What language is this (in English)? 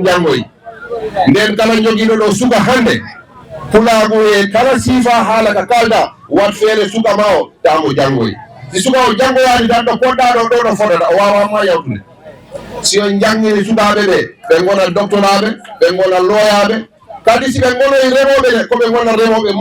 Fula